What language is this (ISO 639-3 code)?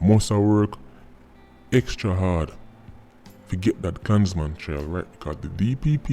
jam